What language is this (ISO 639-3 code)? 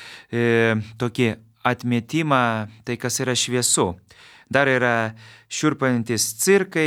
lit